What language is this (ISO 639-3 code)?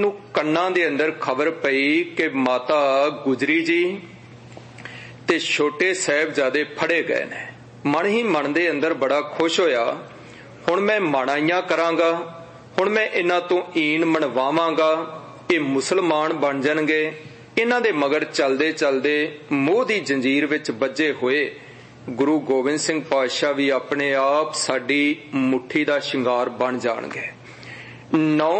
pan